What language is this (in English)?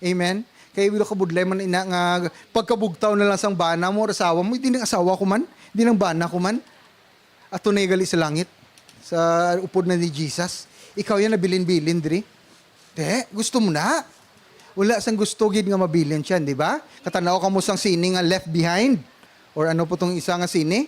Hiligaynon